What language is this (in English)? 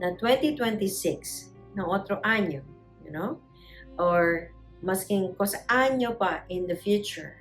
Chavacano